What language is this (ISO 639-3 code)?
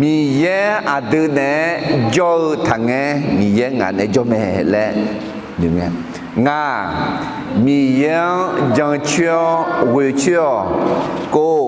ahk